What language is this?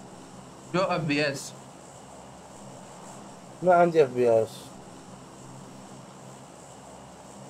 Arabic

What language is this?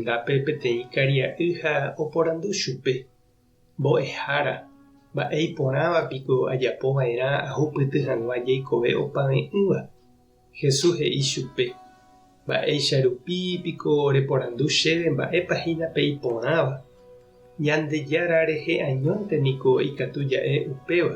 Guarani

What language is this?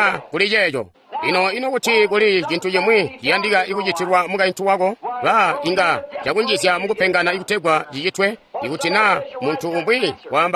Tonga (Zambia)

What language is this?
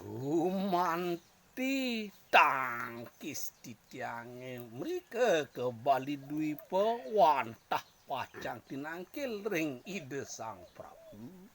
Balinese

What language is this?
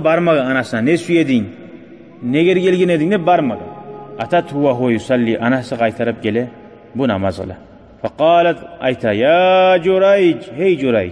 Kumyk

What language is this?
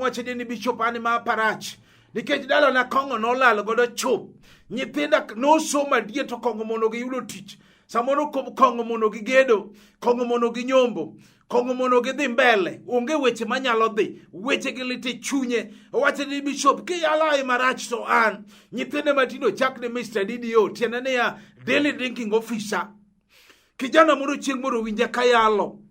Luo (Kenya and Tanzania)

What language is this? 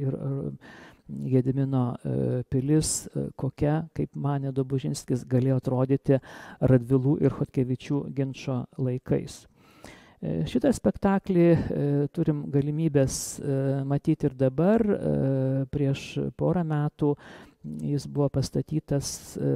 Lithuanian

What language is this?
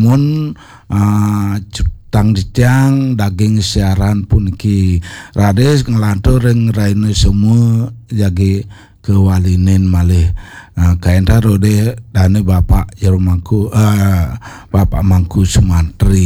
Balinese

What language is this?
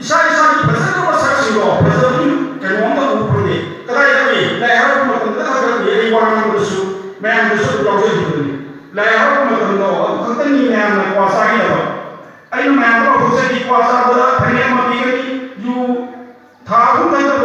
Manipuri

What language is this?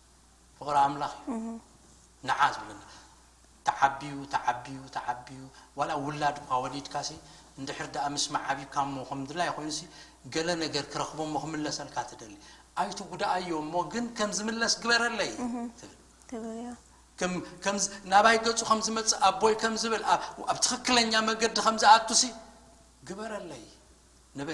Tigrinya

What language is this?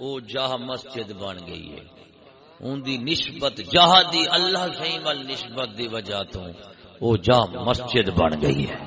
Saraiki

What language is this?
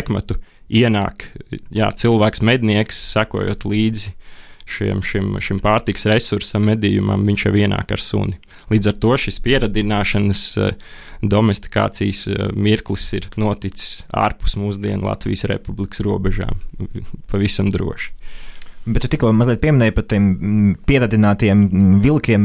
Latvian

